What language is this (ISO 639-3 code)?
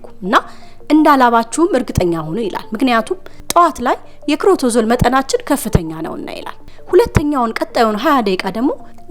amh